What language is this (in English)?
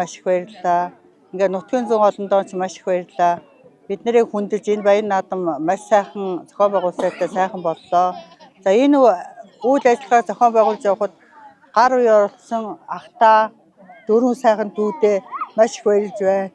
Mongolian